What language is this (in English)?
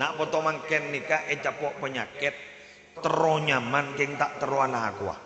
Madurese